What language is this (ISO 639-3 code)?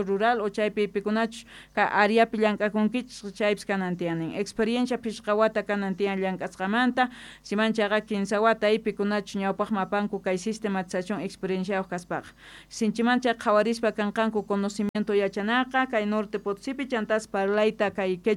quh